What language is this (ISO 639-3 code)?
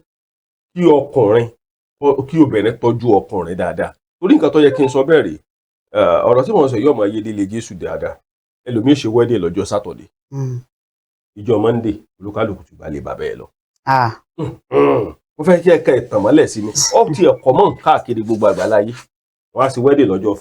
yor